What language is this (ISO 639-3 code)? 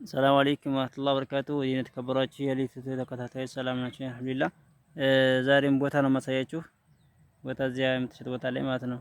amh